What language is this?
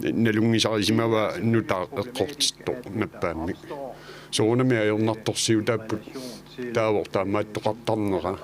Kalaallisut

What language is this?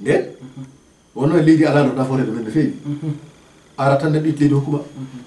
Fula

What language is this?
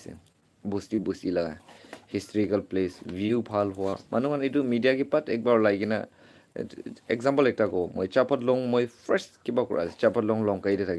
Naga Pidgin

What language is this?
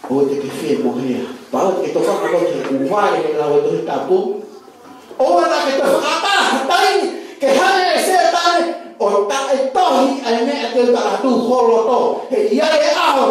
Tongan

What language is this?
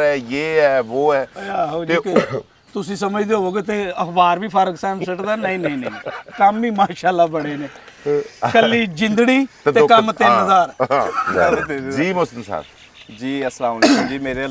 Punjabi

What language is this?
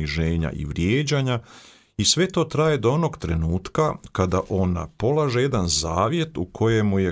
Croatian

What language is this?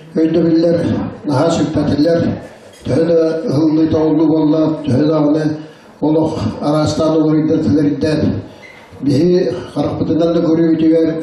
Yakut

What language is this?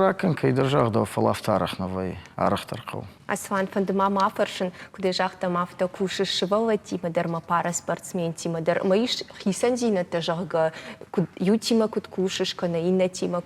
Ossetic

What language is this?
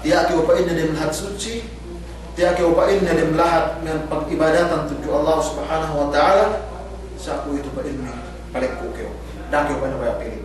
Yakan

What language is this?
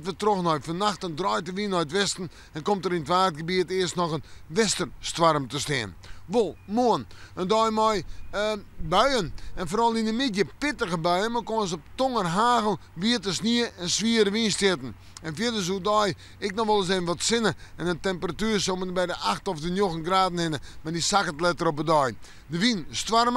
Western Frisian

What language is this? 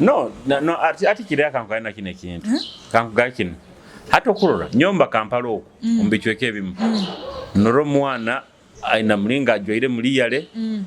Nyoro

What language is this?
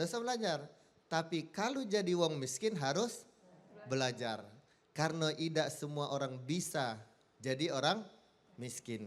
Musi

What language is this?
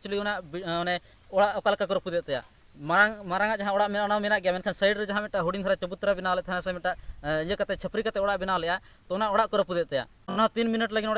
Santali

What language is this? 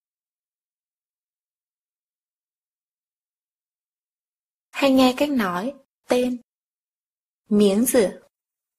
Vietnamese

